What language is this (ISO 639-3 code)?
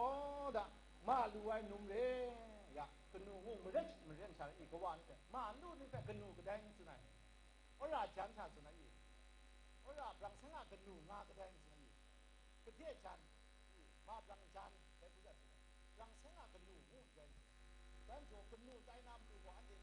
kac